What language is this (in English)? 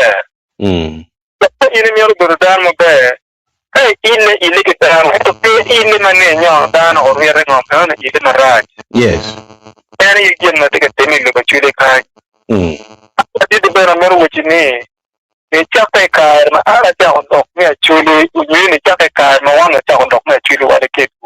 Acoli